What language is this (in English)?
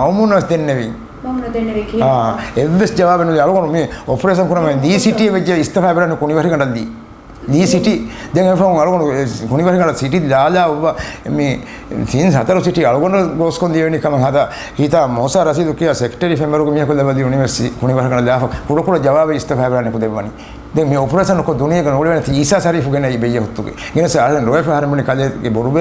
Divehi